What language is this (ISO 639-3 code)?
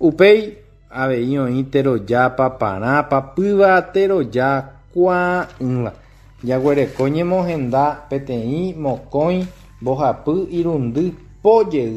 grn